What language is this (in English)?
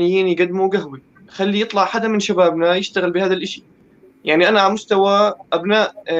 North Levantine Arabic